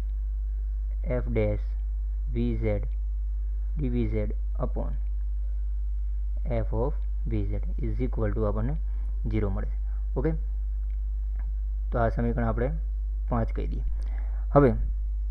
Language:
Gujarati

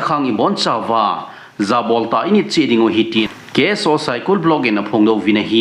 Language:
Thado Chin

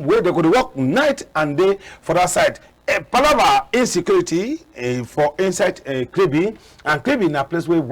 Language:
Cameroon Pidgin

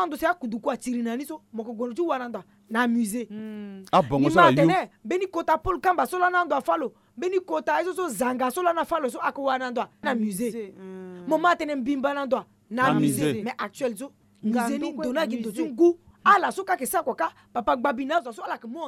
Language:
Sango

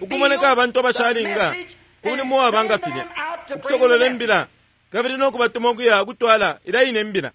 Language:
Bemba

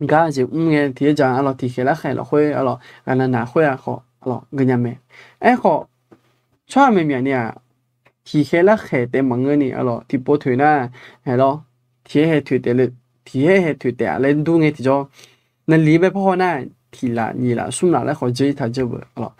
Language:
Akha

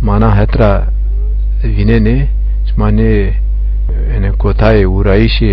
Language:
Zaza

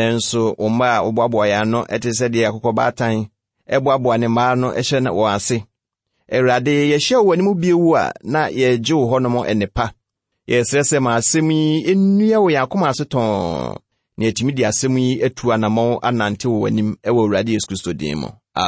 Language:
Akan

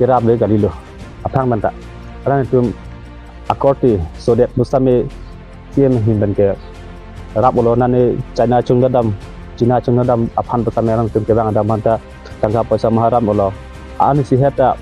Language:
Karbi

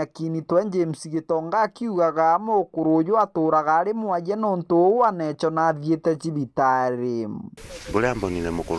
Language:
Meru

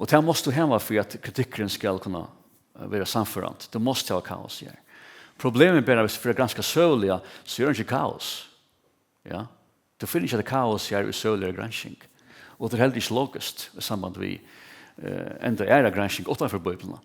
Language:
Faroese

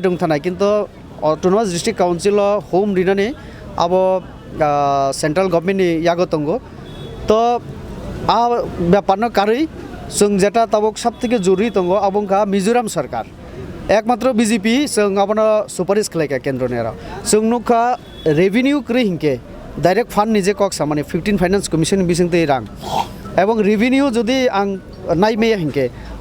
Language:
Kok Borok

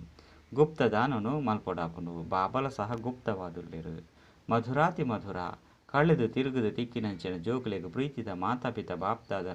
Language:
Tulu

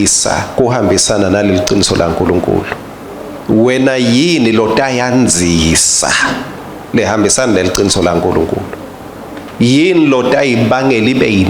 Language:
Swati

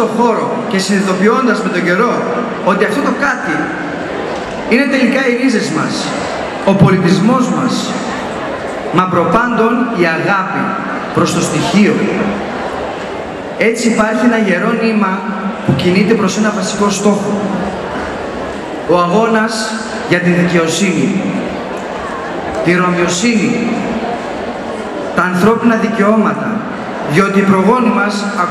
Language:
Greek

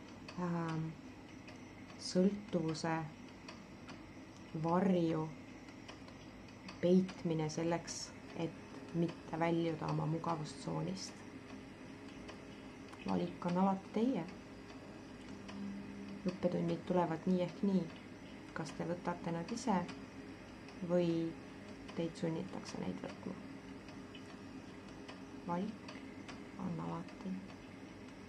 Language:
Estonian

